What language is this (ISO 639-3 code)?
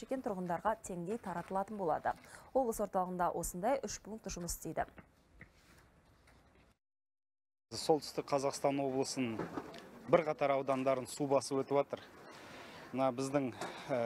kaz